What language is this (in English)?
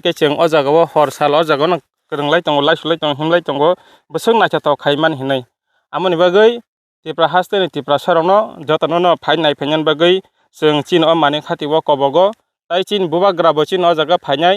Kok Borok